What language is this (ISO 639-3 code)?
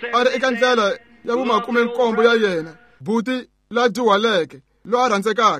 tso